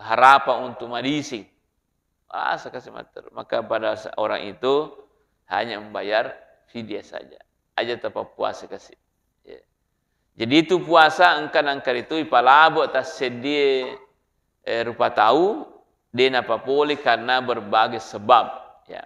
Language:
Buginese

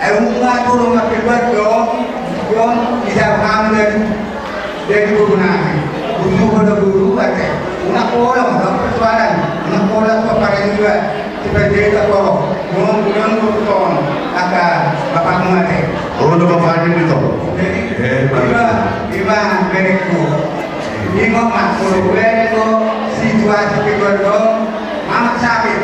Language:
Batak Toba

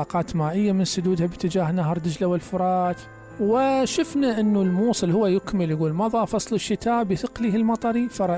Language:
Mesopotamian Arabic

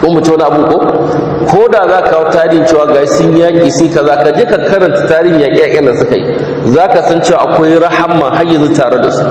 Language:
Hausa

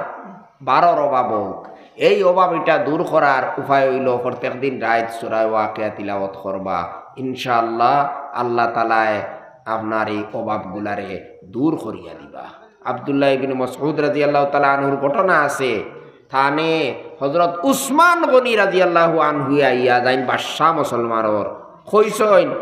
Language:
Sylheti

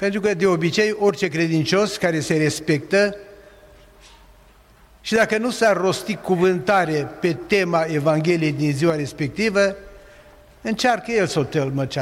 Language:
Romanian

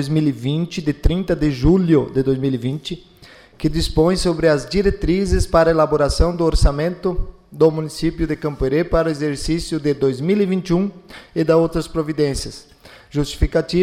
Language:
Portuguese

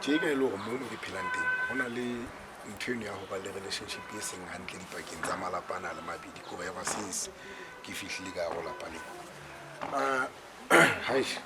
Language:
Southern Sotho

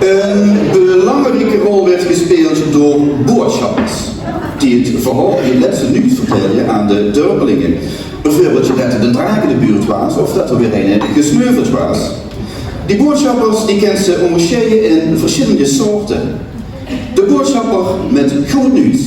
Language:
Limburgish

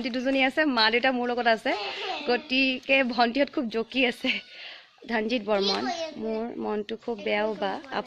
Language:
Assamese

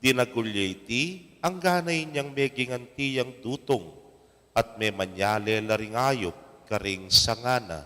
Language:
Pampanga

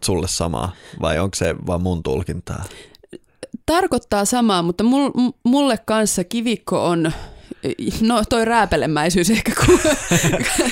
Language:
Finnish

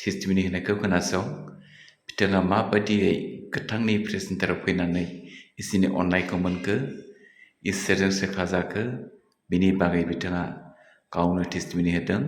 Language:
Bodo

